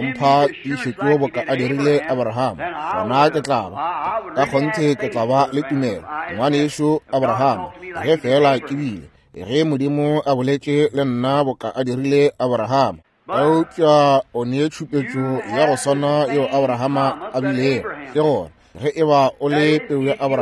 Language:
Northern Sotho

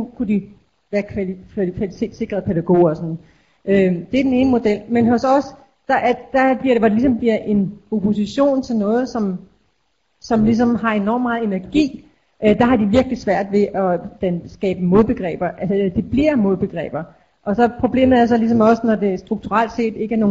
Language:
Danish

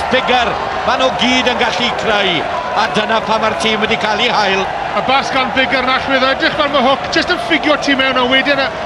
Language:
Welsh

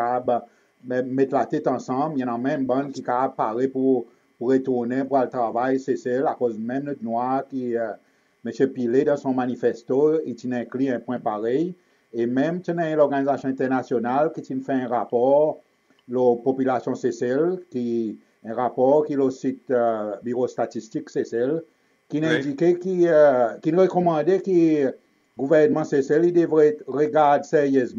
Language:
Seselwa Creole French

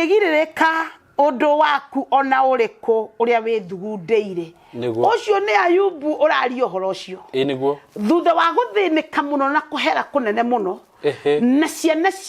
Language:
Kikuyu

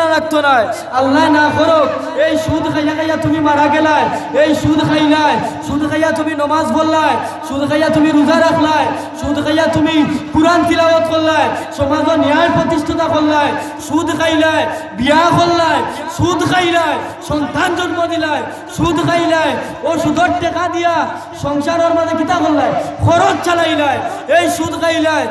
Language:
Sylheti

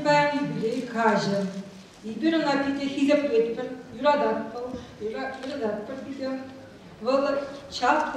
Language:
Chuvash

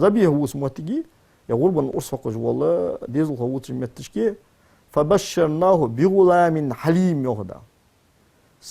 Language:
Ingush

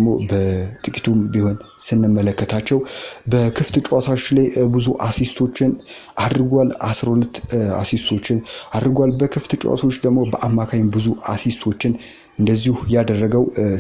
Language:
Amharic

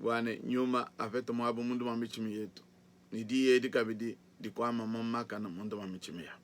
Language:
Luba-Lulua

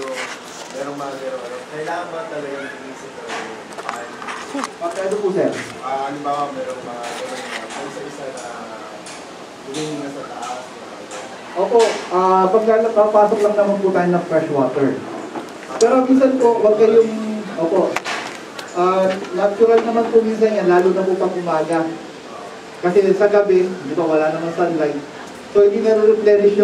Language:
Filipino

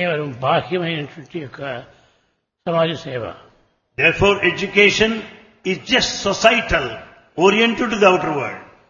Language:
Telugu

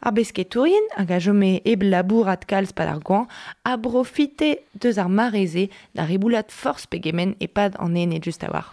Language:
Breton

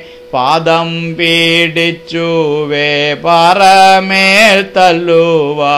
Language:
Malayalam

